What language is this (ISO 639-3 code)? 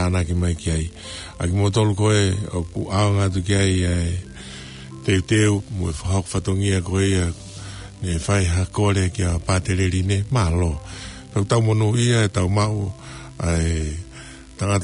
ton